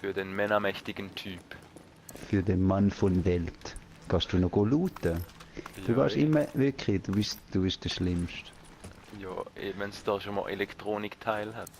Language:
Swiss German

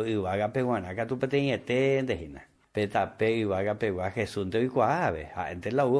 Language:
Guarani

